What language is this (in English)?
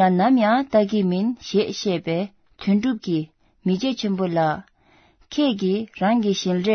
Tibetan